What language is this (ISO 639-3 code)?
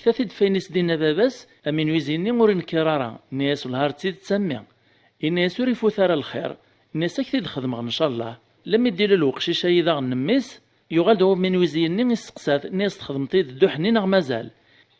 kab